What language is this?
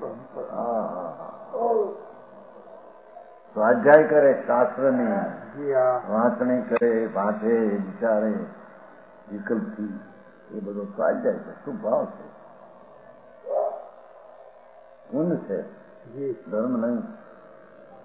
Gujarati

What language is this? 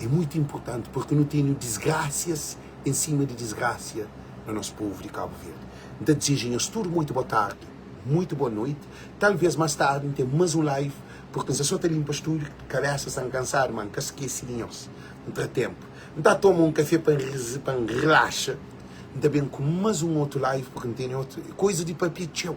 Kabuverdianu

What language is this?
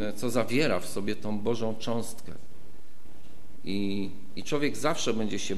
Polish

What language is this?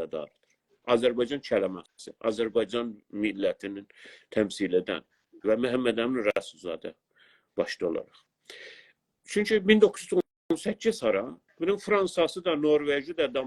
South Azerbaijani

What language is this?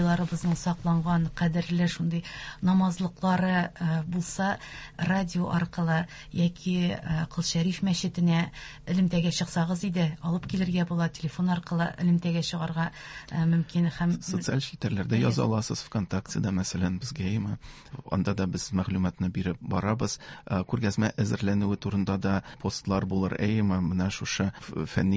Tatar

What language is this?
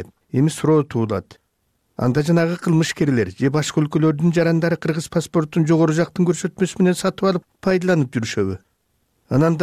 Kyrgyz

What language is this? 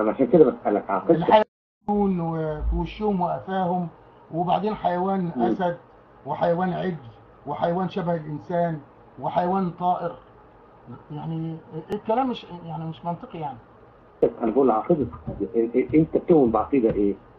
Egyptian Arabic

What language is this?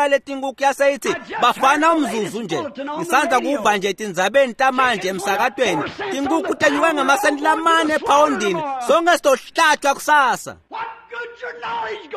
Swati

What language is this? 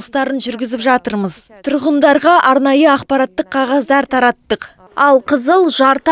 Kazakh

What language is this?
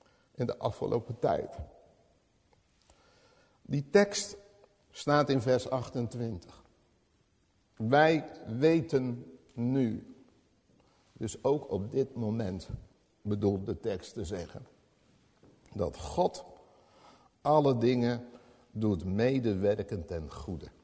Dutch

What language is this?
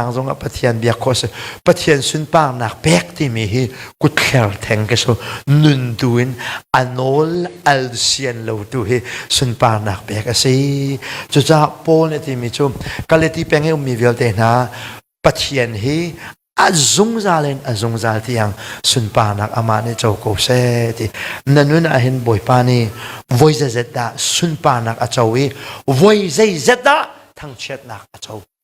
Hakha Chin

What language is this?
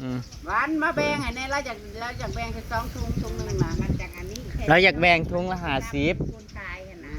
Northeastern Thai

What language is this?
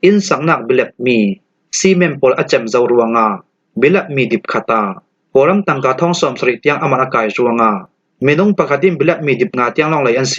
Falam Chin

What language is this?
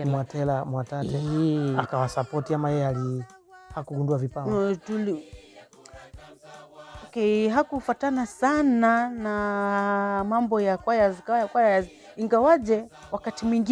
Swahili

